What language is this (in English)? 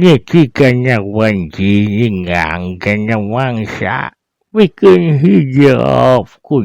Sundanese